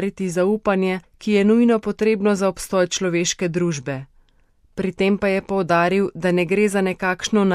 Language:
Slovenian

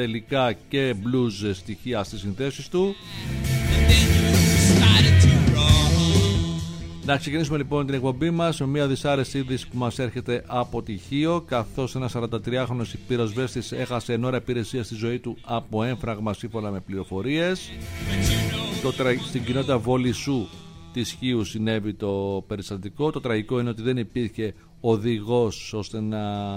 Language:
Greek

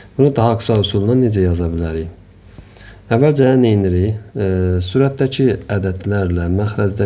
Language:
Azerbaijani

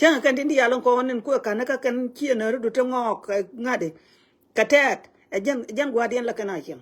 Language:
Nuer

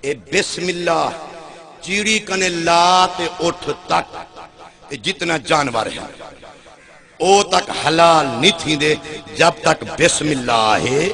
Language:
Saraiki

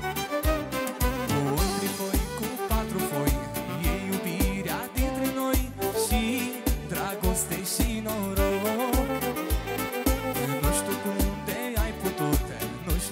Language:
Romanian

